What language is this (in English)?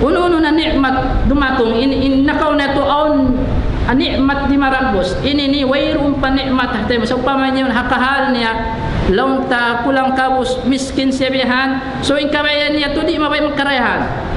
Tausug